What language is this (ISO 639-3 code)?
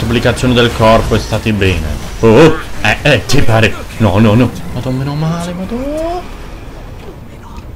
ita